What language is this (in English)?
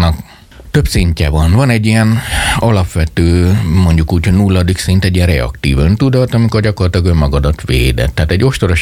Hungarian